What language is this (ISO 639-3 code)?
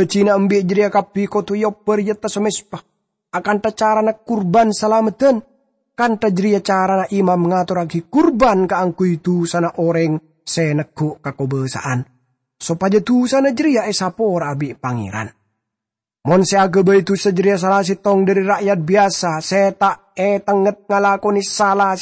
mad